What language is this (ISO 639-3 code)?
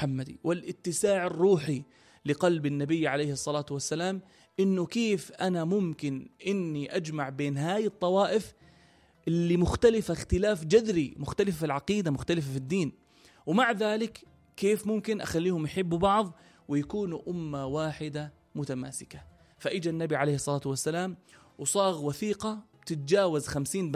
apc